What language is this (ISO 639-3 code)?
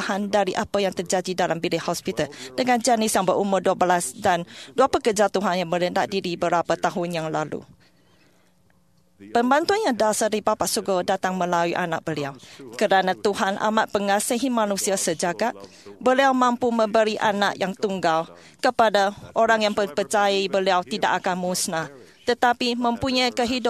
msa